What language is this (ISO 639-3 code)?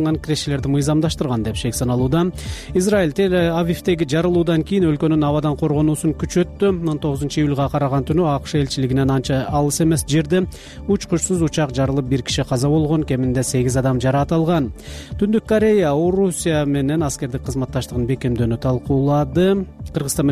kir